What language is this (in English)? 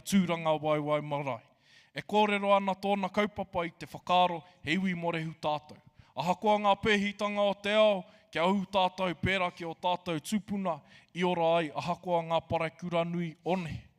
Māori